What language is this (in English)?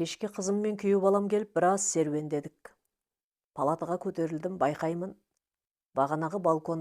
Kazakh